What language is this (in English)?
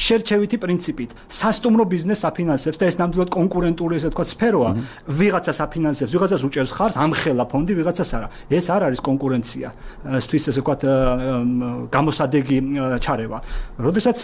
Georgian